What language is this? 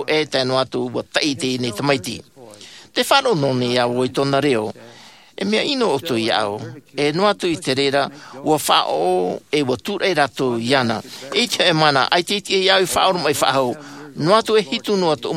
Tahitian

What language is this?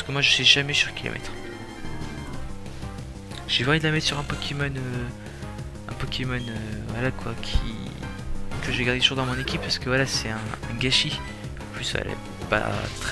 French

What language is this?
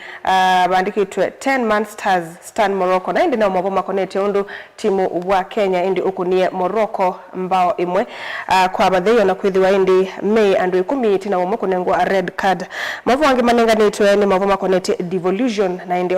Kamba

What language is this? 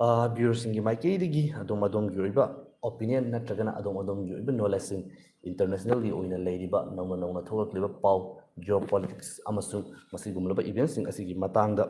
Manipuri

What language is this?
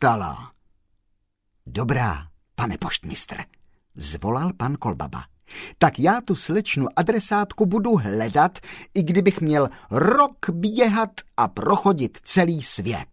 Czech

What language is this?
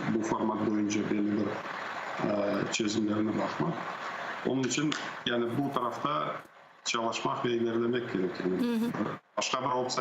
Crimean Tatar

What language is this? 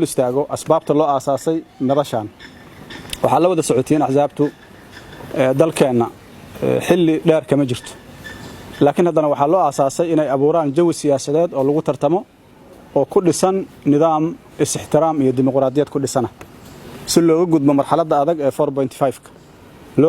Somali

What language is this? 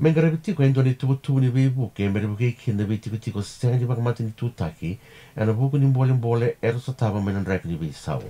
Fijian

